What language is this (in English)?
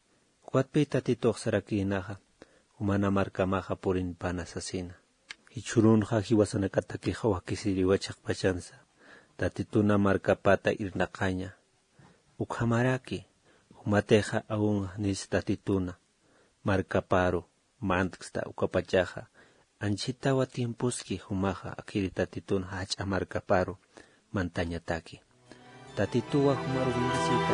Aymara